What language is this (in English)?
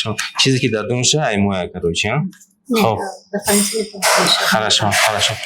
Tajik